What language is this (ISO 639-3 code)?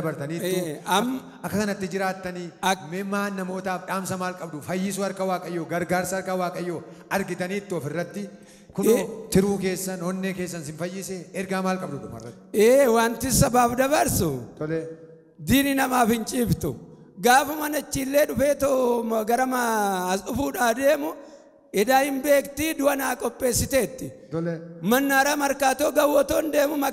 orm